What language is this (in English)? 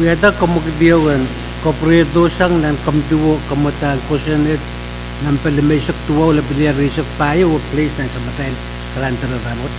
Pohnpeian